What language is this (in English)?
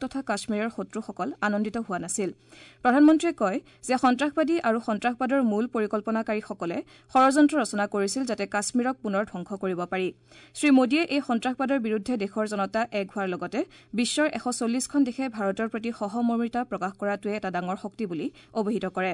Assamese